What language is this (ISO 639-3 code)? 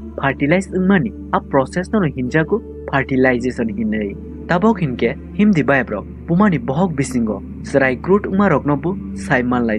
trp